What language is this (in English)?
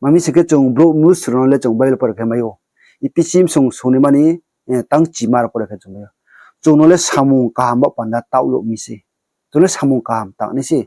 Riang (India)